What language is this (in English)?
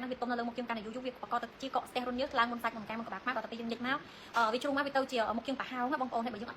Khmer